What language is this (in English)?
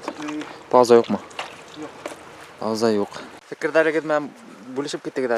Bashkir